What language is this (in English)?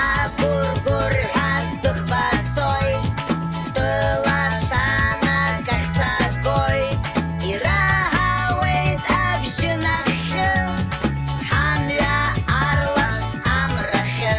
Abkhazian